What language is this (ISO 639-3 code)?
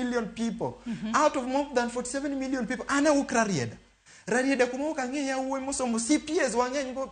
luo